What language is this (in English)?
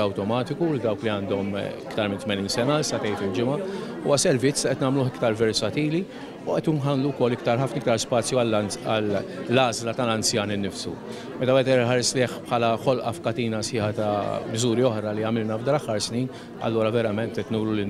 Maltese